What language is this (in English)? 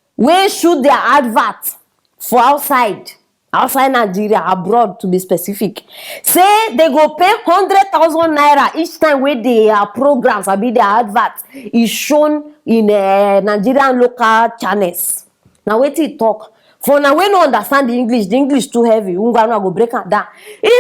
Nigerian Pidgin